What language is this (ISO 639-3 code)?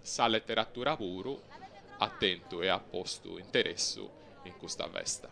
srd